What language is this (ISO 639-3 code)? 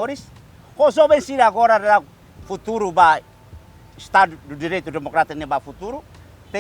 tet